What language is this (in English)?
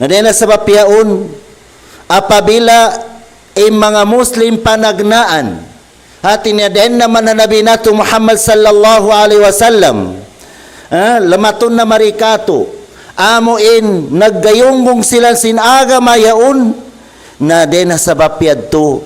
Tausug